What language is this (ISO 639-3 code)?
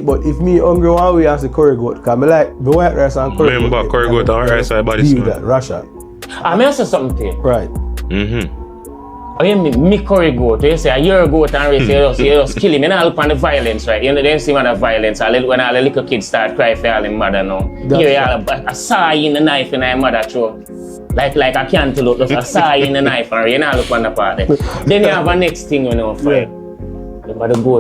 jam